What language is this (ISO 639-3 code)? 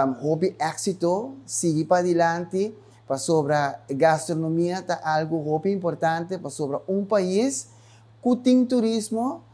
pap